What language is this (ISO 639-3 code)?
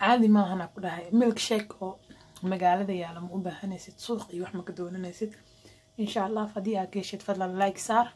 som